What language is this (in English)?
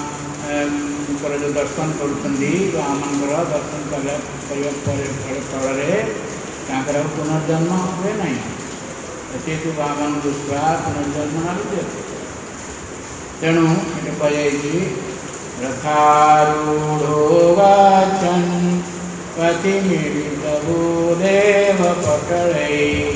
Odia